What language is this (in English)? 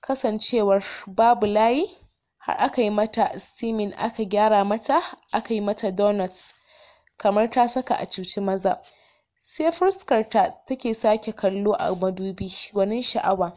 Hausa